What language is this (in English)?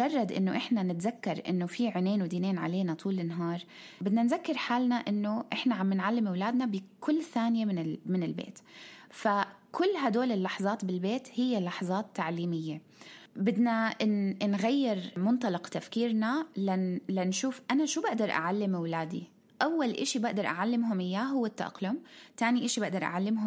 North Levantine Arabic